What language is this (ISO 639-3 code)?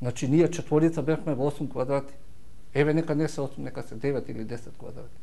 mkd